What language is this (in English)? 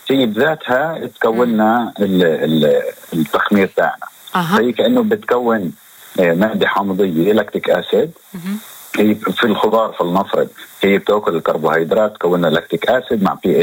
North Levantine Arabic